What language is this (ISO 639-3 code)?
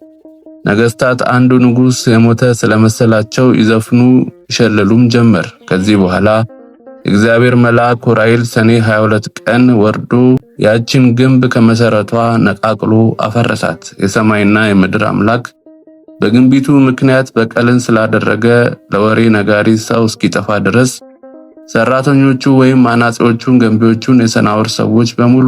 amh